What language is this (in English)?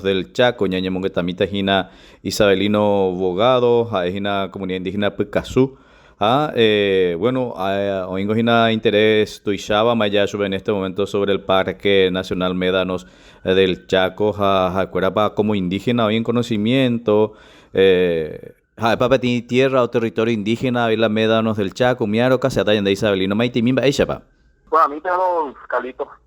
Guarani